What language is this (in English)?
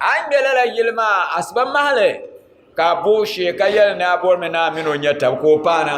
Dagbani